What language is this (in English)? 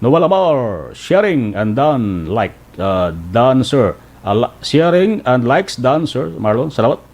Hiligaynon